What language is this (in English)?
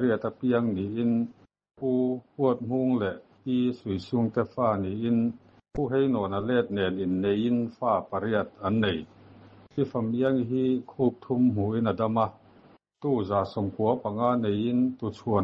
Mizo